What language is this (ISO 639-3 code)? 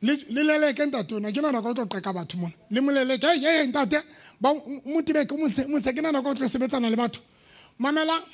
sot